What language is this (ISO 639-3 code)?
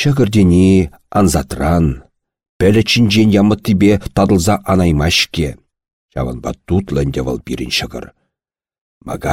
chv